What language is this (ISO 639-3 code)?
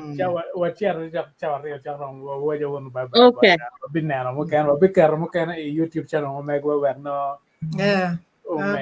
ach